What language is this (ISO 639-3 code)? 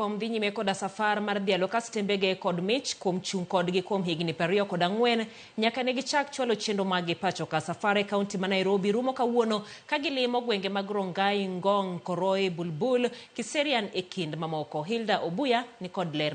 luo